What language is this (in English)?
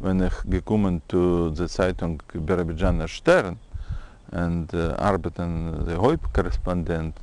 Yiddish